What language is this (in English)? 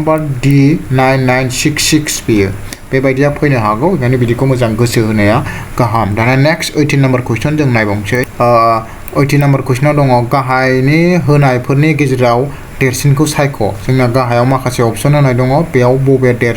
Bodo